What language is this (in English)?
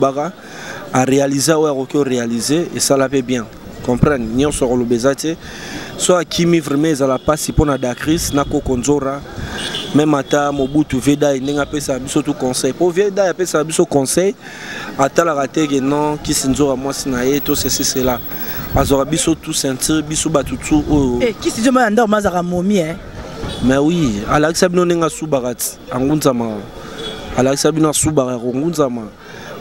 Lingala